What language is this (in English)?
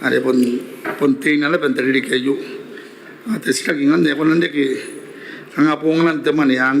Gilbertese